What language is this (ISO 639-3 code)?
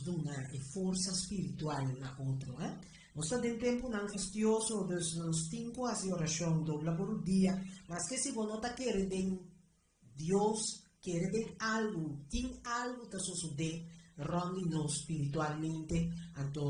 pap